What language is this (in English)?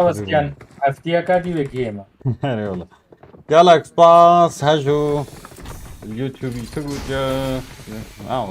Kurdish